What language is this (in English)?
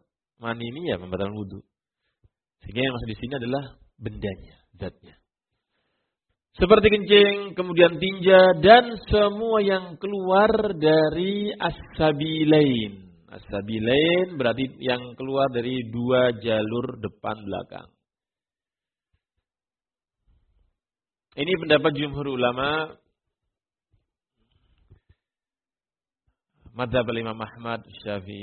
Indonesian